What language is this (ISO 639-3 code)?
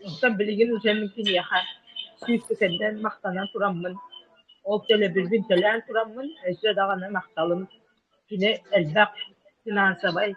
sah